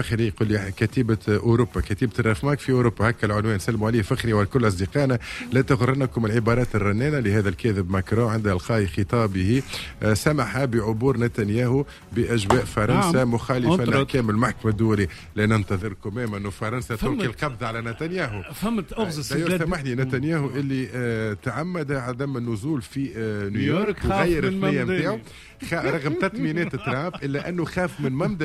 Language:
Tunisian Arabic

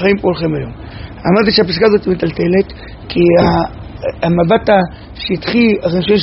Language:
Hebrew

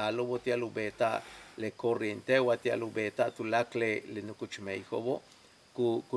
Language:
Yucateco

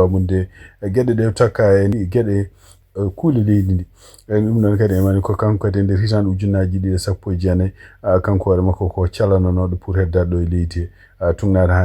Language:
Fula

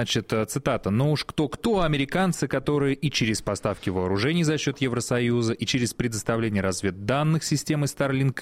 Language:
Russian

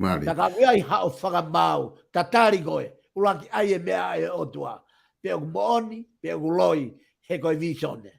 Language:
Tongan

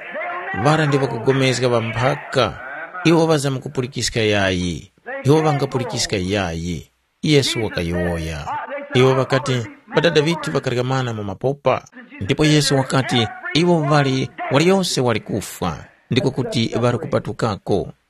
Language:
Tumbuka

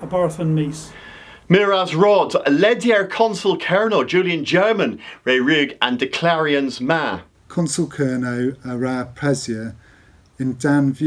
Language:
Cornish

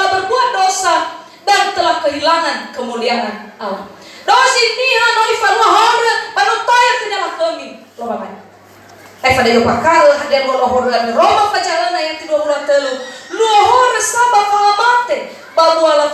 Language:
Nias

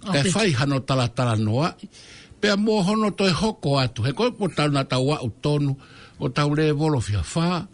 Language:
Tongan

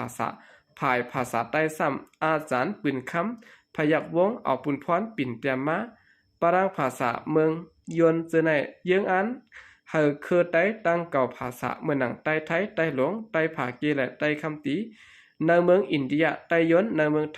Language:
Shan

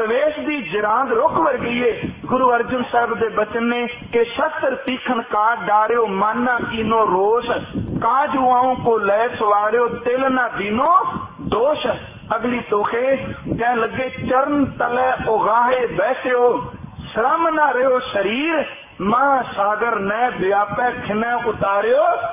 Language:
Punjabi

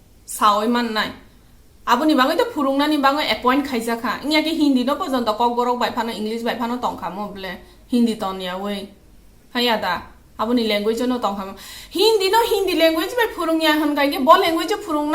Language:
Kok Borok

